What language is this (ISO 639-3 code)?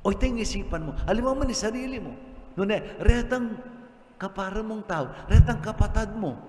pam